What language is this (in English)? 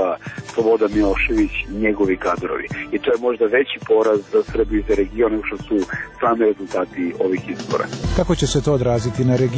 Serbian